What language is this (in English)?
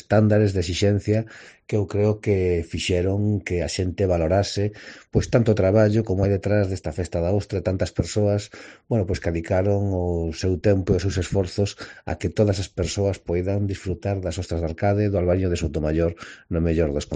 Galician